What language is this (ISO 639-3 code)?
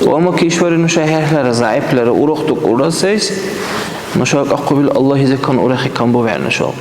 dar